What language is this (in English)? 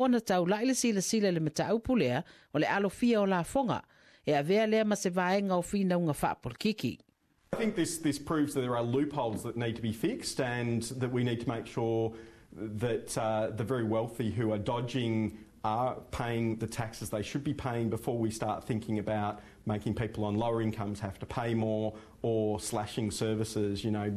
Samoan